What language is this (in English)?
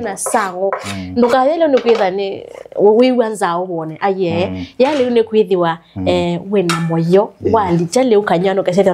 Kamba